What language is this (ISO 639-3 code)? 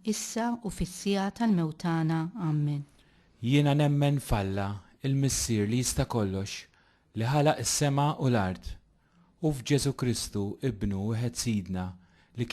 mlt